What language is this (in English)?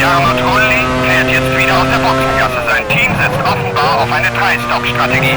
Bavarian